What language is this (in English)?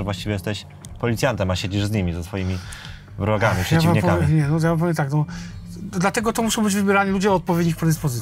Polish